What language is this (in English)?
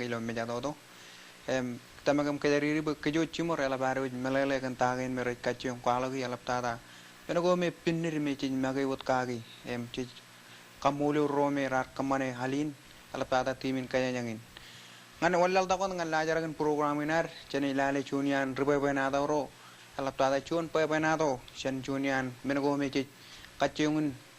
Marshallese